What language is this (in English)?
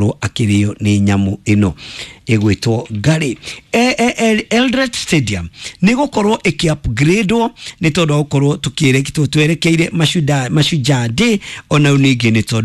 Kikuyu